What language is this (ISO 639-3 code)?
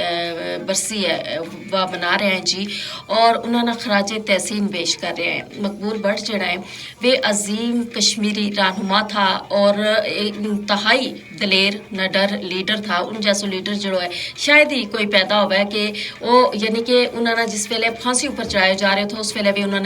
gju